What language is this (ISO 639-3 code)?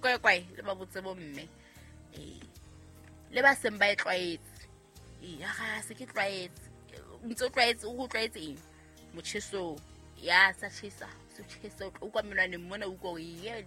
sot